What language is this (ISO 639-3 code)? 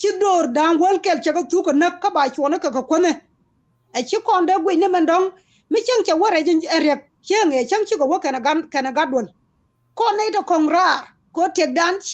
nus